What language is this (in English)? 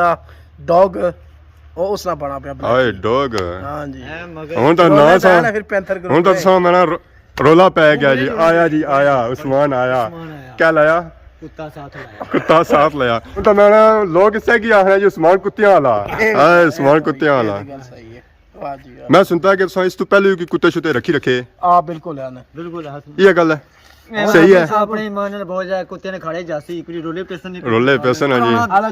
Pahari-Potwari